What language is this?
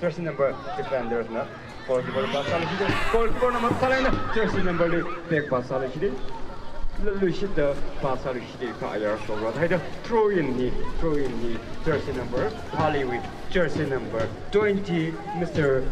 Tangkhul Naga (India)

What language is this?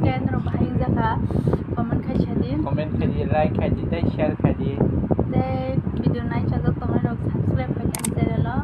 Kok Borok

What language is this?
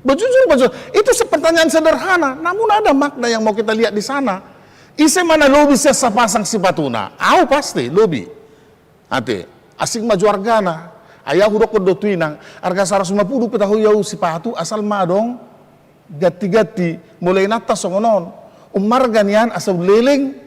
Batak Toba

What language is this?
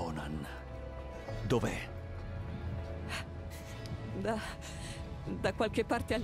Italian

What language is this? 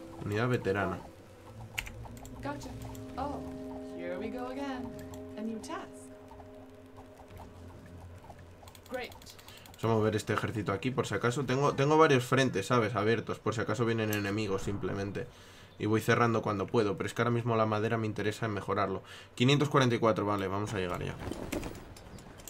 Spanish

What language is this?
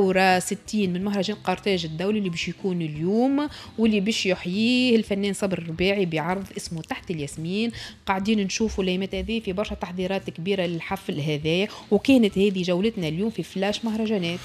Tunisian Arabic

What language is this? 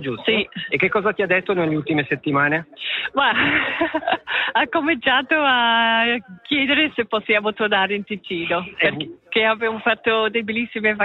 Italian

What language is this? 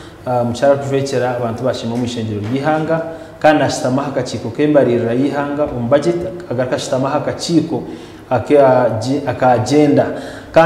Nyankole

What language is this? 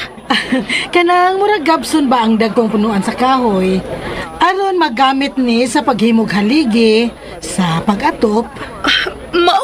Cebuano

